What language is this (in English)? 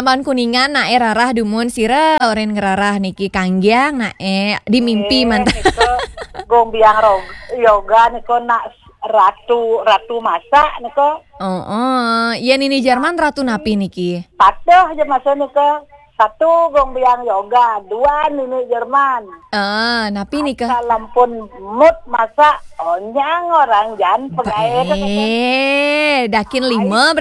Balinese